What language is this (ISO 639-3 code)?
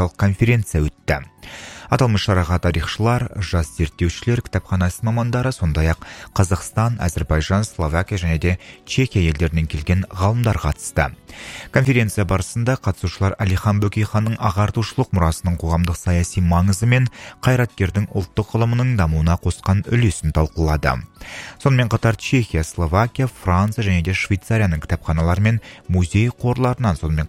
kaz